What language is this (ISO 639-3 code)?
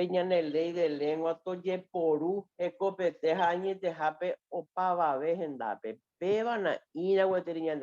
grn